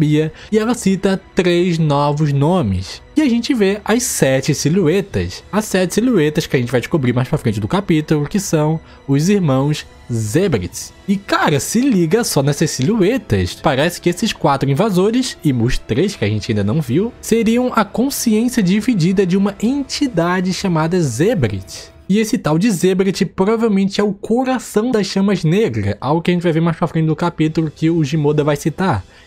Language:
Portuguese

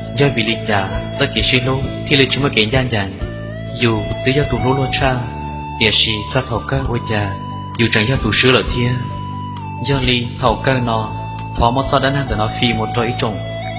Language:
Hmong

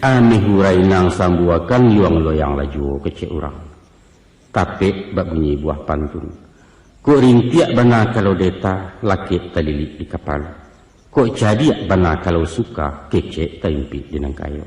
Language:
Minangkabau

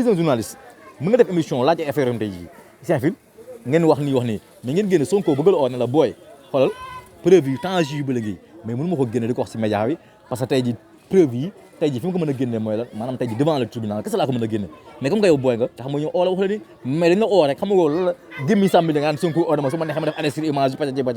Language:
Wolof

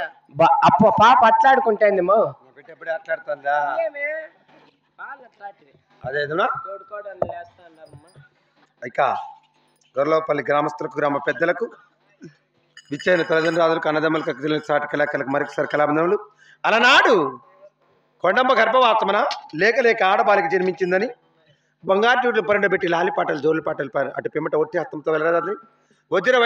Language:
Telugu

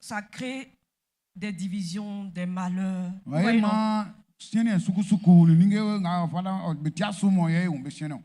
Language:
Baoulé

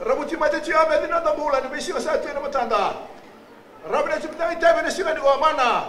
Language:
Fijian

